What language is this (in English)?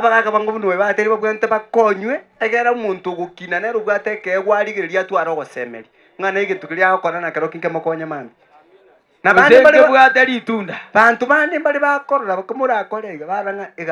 Gusii